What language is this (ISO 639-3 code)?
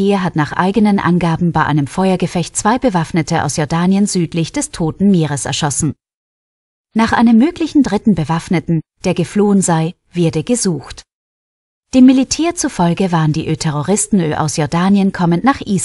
deu